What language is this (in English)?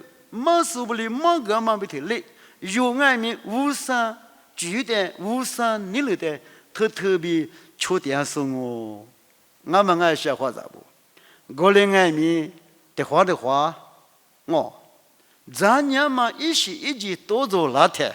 Lisu